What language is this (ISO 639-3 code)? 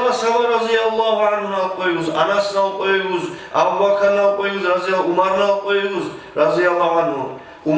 kum